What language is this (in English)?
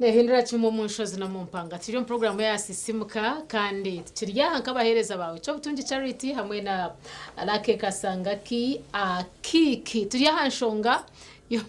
Nyankole